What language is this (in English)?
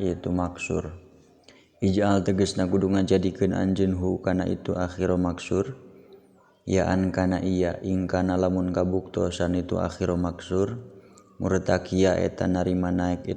Sundanese